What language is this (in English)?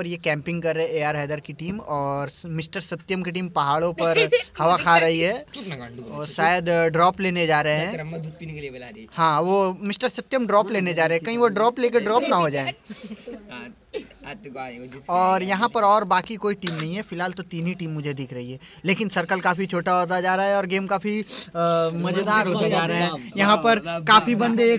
Hindi